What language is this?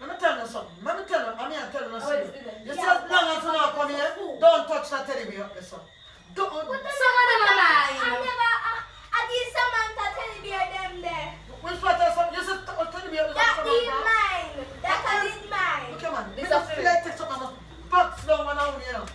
Jamaican Creole English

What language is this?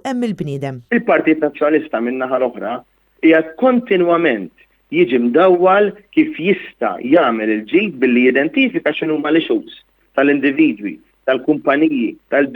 Maltese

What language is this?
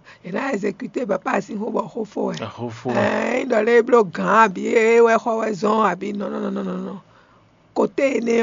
Fon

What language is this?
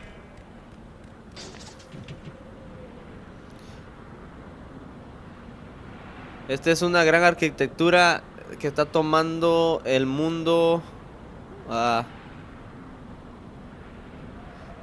Spanish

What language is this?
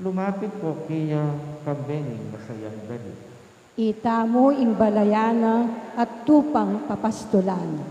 Pampanga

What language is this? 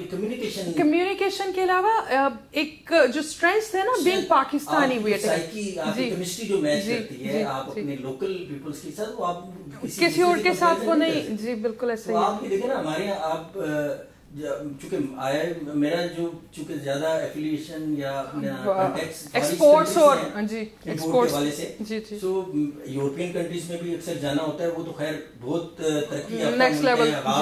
Urdu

